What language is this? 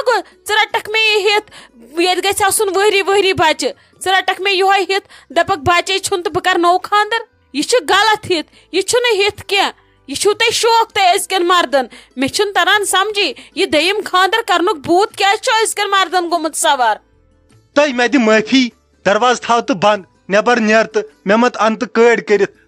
Kashmiri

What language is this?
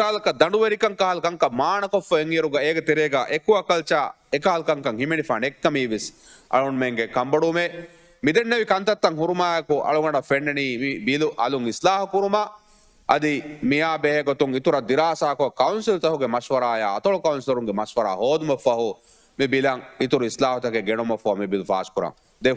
Divehi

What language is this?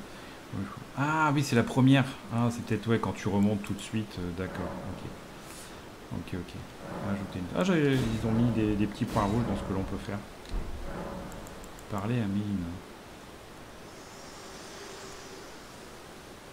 French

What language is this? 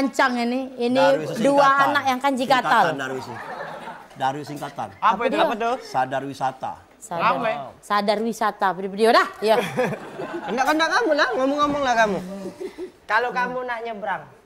Musi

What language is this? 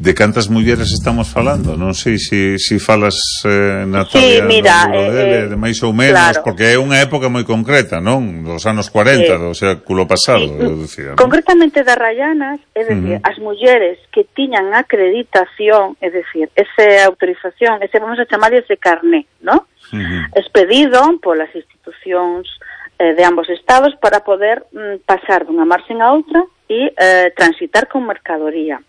Galician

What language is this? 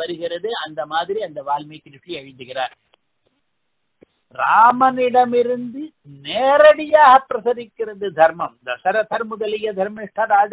Tamil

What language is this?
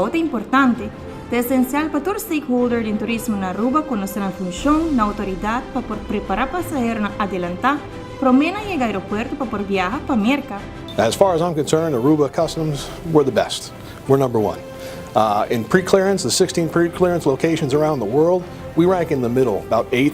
Papiamento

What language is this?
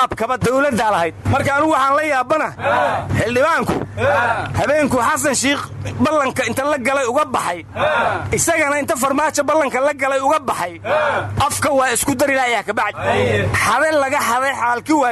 Somali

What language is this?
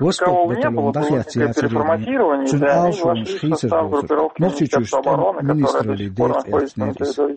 Chechen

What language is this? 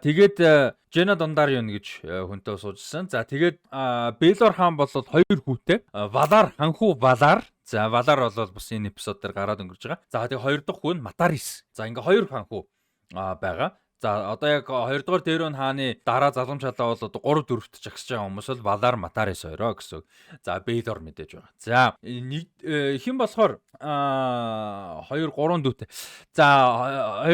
Mongolian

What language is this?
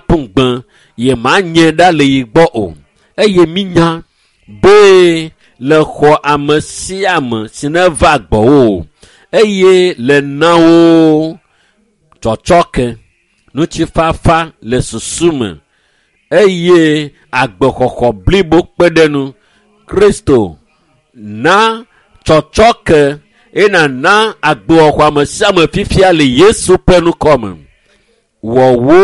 Ewe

